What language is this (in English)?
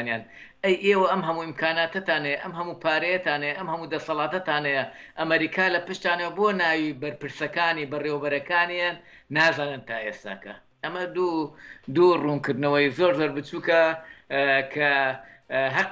Central Kurdish